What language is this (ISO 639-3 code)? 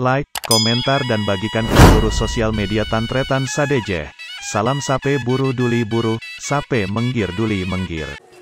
mad